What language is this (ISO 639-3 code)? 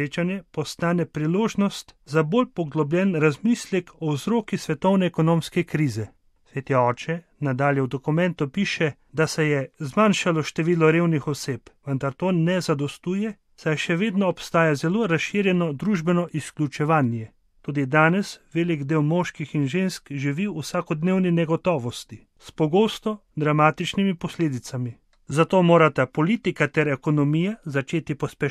slv